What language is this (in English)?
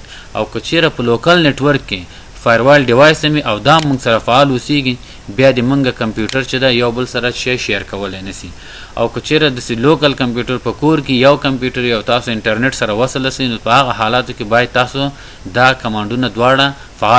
Pashto